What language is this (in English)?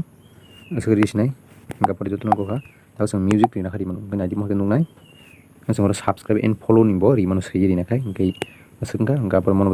Kok Borok